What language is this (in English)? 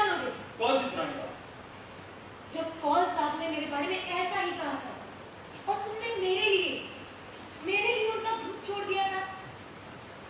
Hindi